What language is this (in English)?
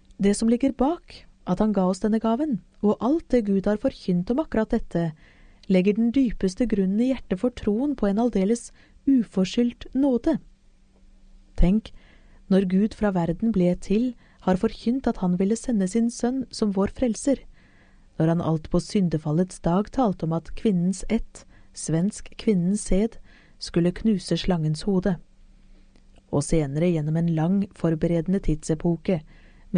Norwegian